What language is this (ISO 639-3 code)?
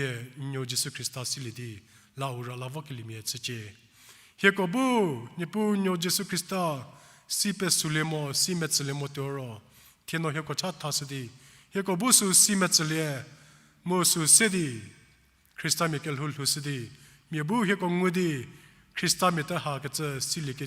njm